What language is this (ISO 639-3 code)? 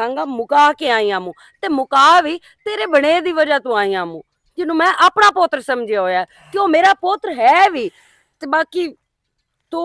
lah